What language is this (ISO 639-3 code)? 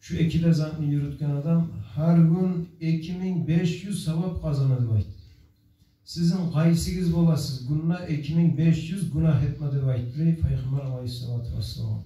kum